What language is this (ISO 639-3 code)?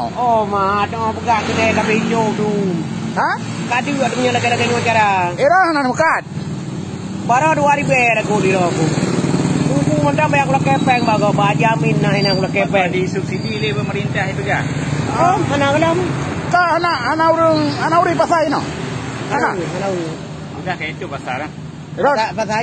ace